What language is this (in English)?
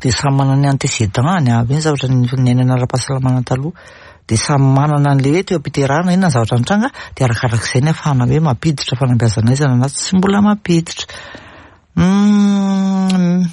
Malagasy